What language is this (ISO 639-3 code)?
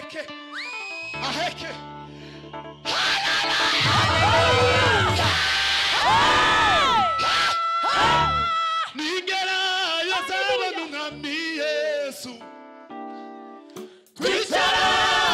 kin